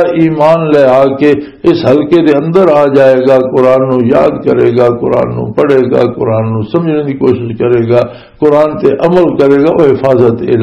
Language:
Western Panjabi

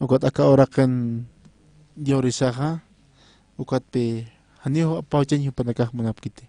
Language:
Aymara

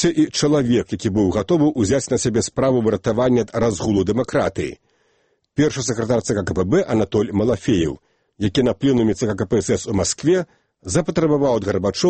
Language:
Belarusian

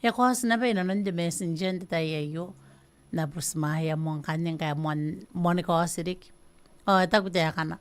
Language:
Gilbertese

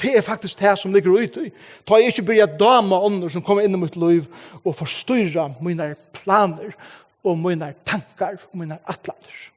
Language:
Faroese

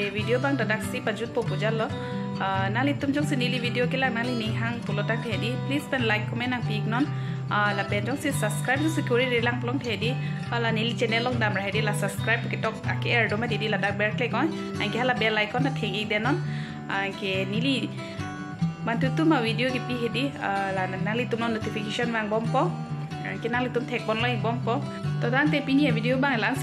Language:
Karbi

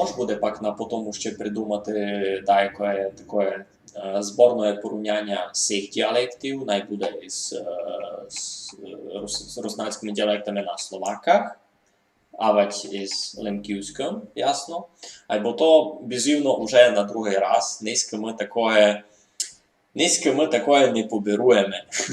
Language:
Rusyn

